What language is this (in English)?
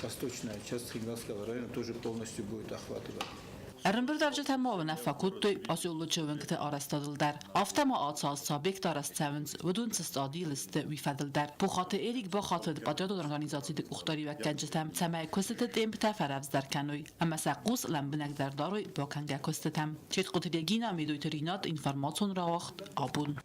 Ossetic